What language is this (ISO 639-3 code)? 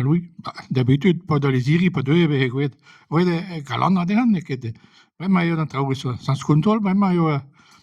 bre